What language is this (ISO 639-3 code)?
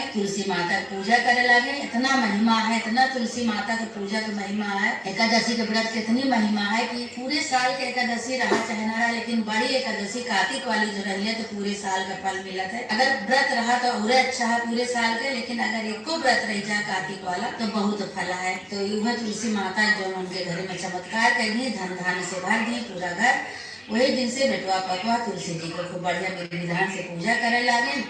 awa